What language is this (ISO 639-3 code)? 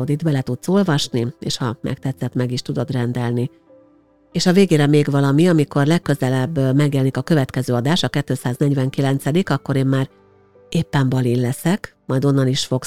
hun